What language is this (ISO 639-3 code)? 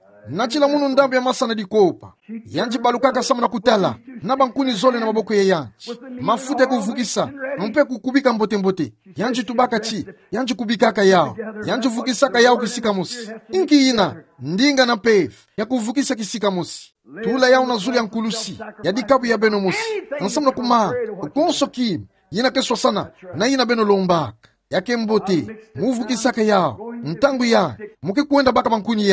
ktu